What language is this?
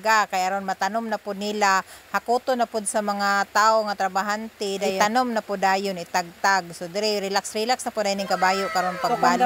Cebuano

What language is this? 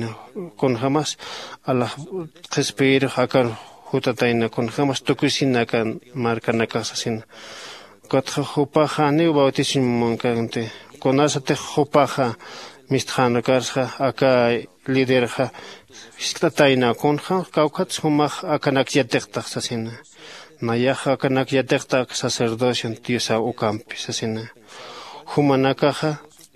Aymara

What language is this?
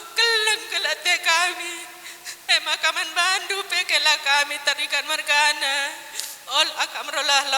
Batak Karo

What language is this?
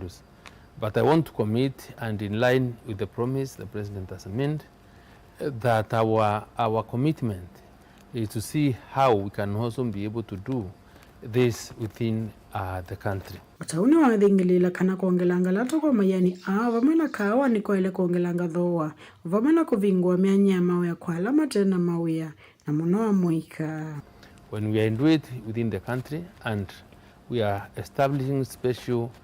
Kamba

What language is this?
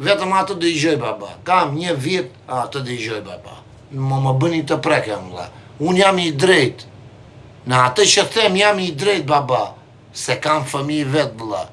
Albanian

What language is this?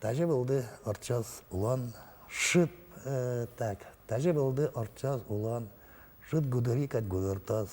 Udmurt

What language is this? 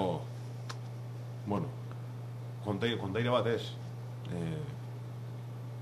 Basque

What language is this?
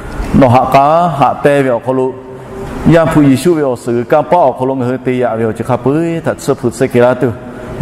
Lahu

